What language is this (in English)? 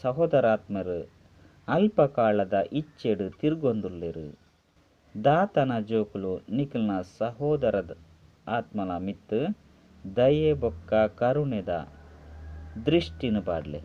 Tulu